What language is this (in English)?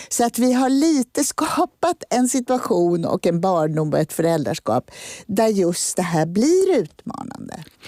Swedish